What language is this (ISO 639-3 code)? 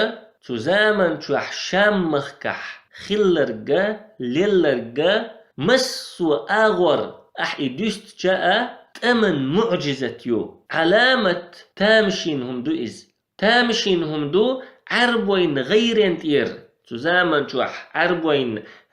che